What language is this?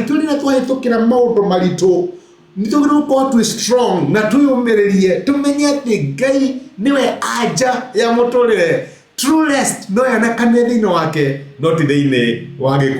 Kikuyu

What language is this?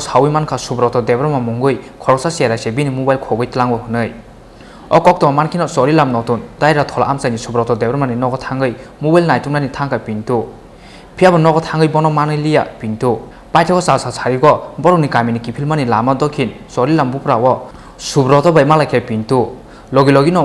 Kok Borok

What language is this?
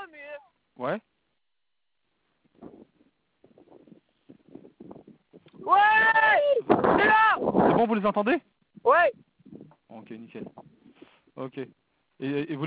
French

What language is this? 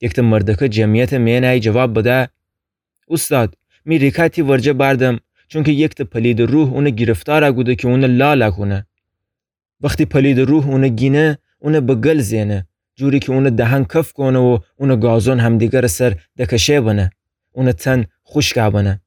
Gilaki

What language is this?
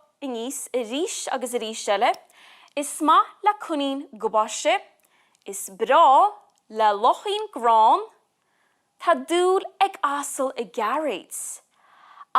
Irish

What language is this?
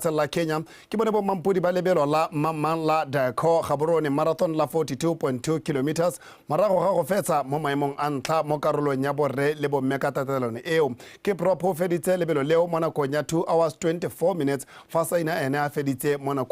Tswana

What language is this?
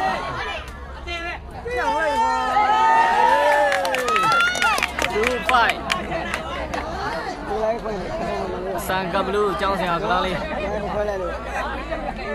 Burmese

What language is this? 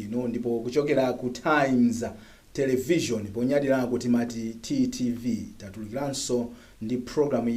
Nyanja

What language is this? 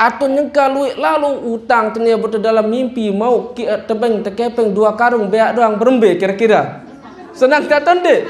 Sasak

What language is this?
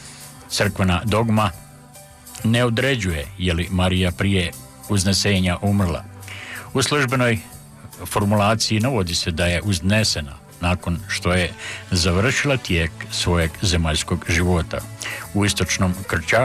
Croatian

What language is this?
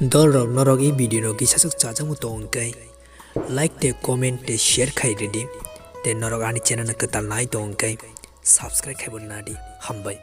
Kok Borok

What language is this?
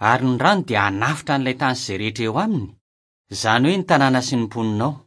Malagasy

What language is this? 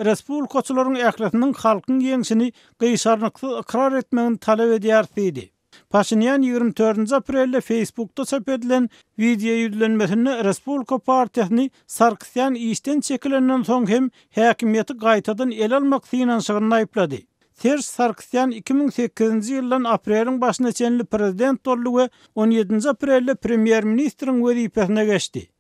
Turkmen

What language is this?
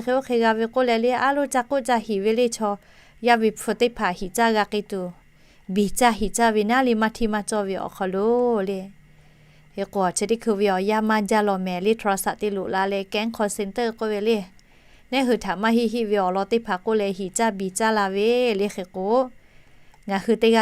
Lahu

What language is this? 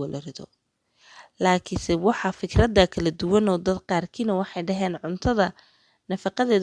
Somali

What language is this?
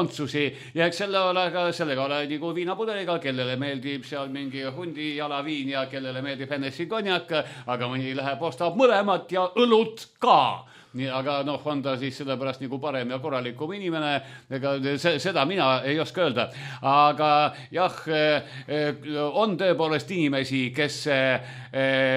Estonian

